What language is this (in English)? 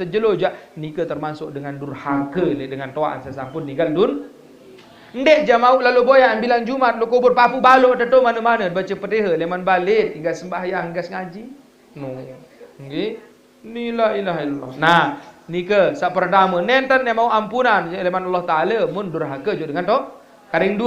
Sasak